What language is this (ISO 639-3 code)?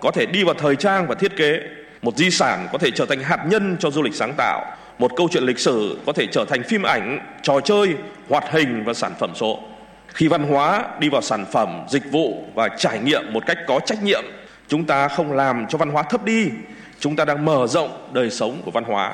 vie